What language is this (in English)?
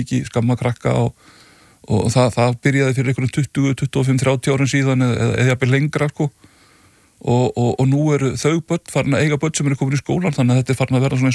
Icelandic